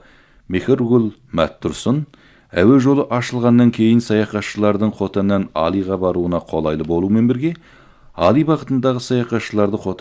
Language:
Kazakh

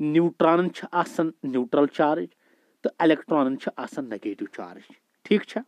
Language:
Kashmiri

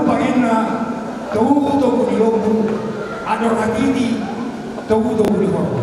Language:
Batak Toba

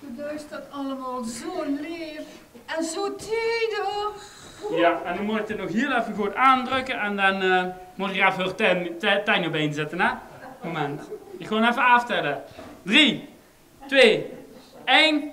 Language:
Limburgish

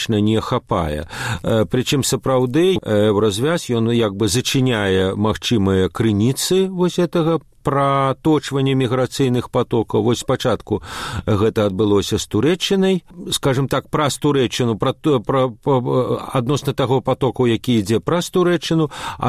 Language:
Belarusian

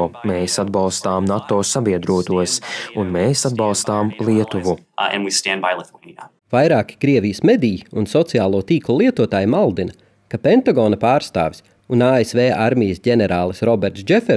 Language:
Latvian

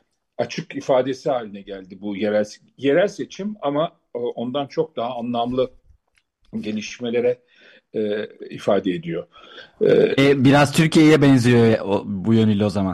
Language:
Turkish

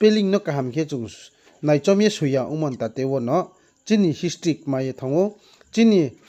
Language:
Riang (India)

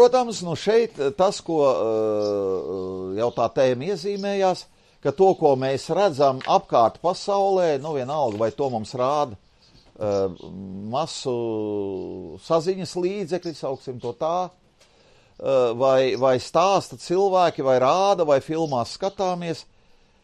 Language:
Latvian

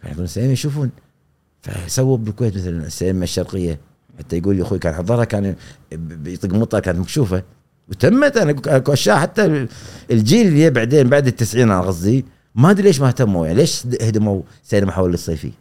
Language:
Gulf Arabic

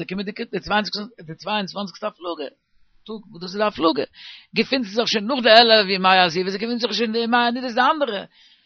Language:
Yiddish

